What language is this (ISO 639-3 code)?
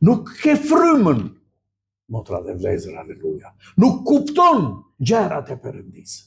sqi